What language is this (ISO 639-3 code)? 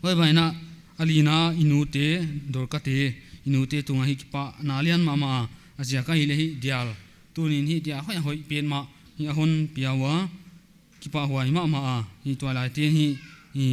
pck